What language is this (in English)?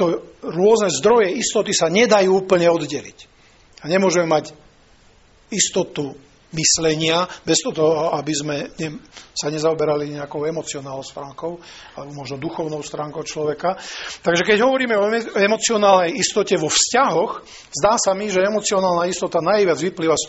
Slovak